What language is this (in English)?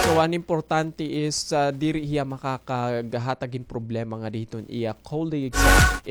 Waray